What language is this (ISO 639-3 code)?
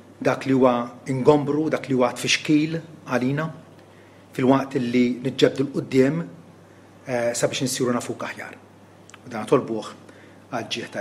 mlt